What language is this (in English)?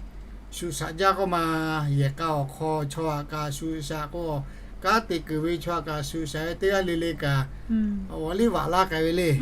Lahu